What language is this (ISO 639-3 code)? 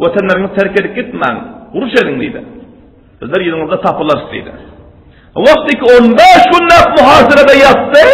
tuk